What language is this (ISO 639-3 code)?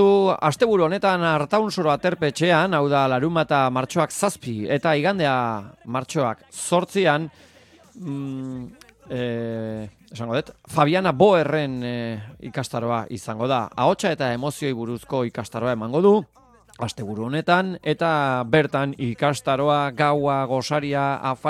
eus